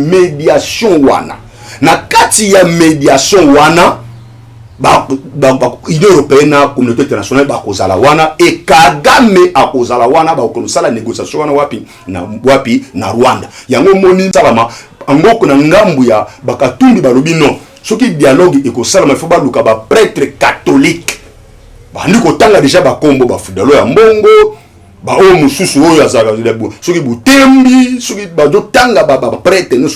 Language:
Lingala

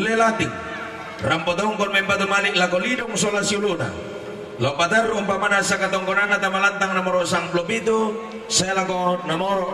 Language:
Toraja-Sa'dan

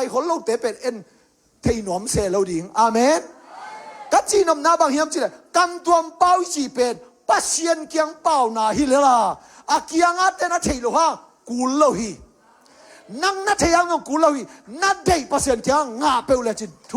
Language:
Tedim Chin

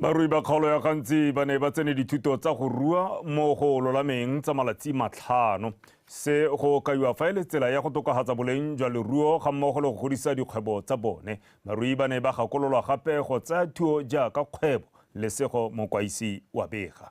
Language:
Tswana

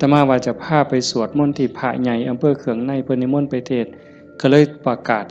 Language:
Northeastern Thai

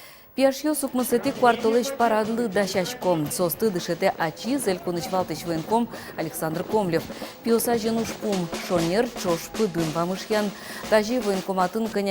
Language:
Udmurt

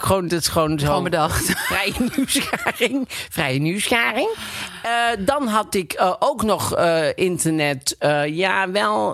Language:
Dutch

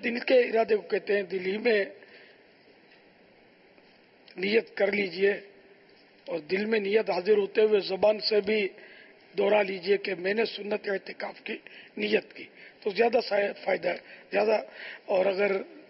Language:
Urdu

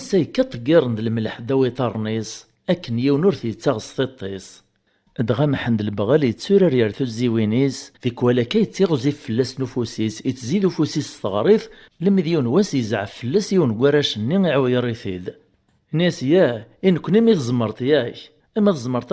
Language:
Kabyle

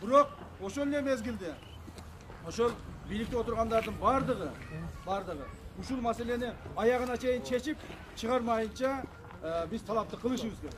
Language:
Kyrgyz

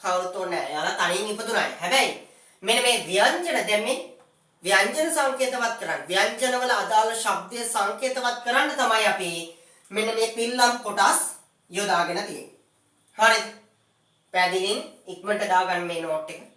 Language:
Sinhala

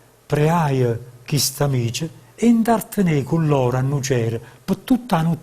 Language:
Neapolitan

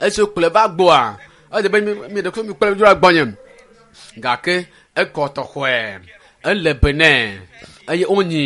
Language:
Ewe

